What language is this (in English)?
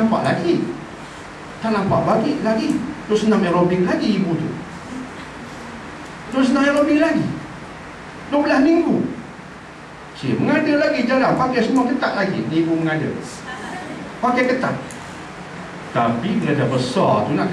Malay